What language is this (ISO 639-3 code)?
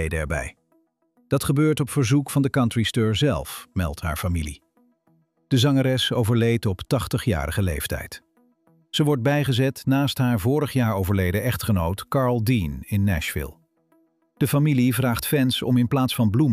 nld